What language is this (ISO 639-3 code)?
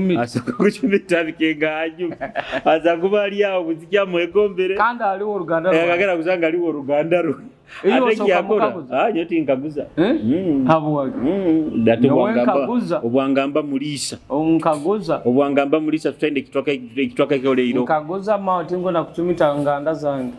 nyo